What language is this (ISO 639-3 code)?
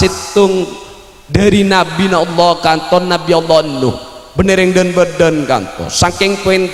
mad